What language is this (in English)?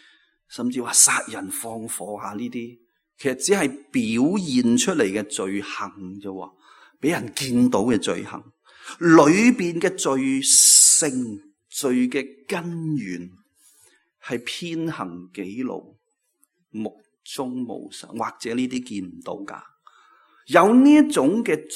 Cantonese